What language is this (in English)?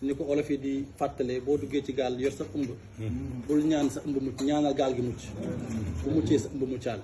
Wolof